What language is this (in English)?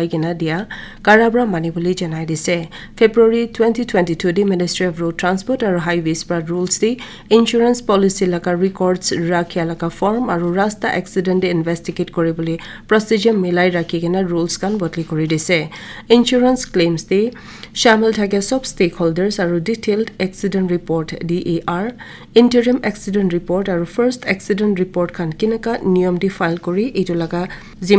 Naga Pidgin